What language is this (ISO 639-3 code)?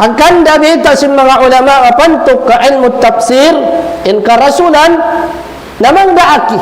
tsg